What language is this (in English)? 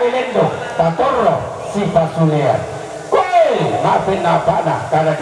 Toraja-Sa'dan